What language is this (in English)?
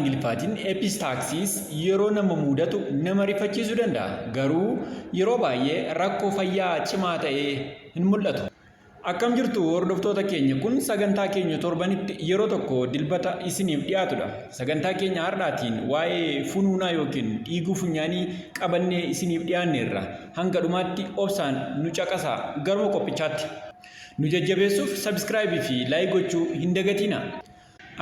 Oromo